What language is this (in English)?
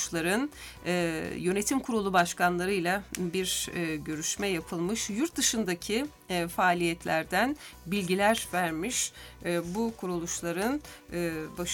Turkish